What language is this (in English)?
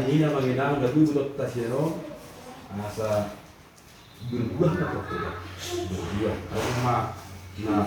Batak Toba